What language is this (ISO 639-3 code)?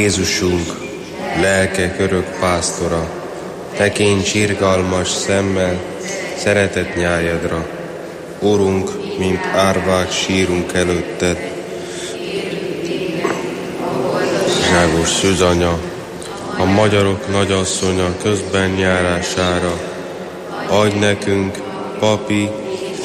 hun